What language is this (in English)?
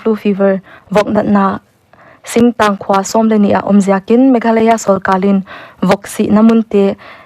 Paite Chin